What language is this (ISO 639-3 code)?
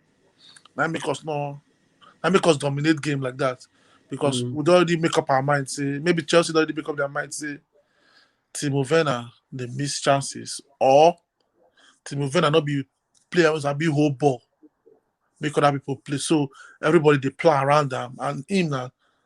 pcm